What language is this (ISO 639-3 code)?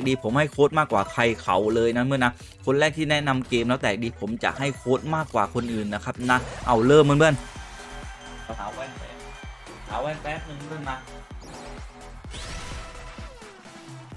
tha